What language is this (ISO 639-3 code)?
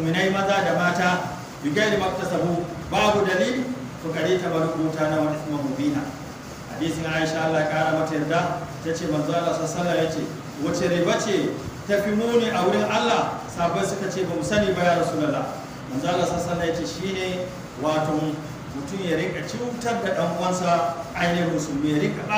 hau